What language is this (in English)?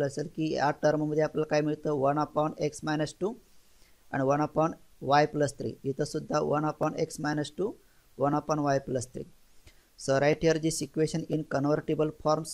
Marathi